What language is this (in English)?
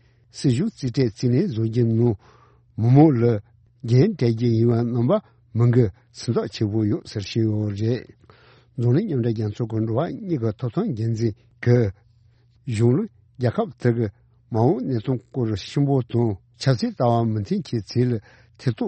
Tibetan